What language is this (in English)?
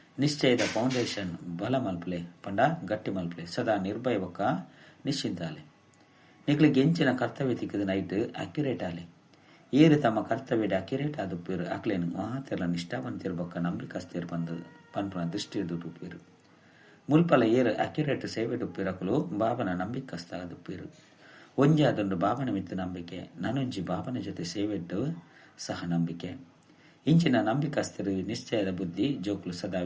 Tulu